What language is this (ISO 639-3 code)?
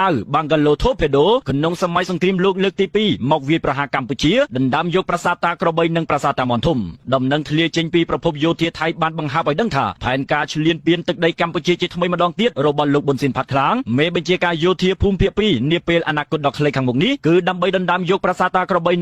khm